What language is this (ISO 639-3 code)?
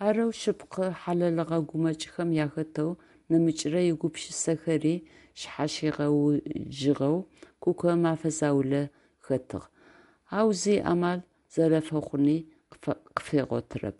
ady